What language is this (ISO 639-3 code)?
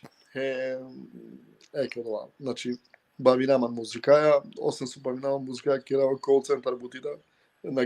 rmn